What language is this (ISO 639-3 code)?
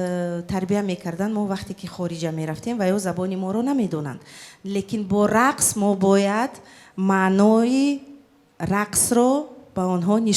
tgk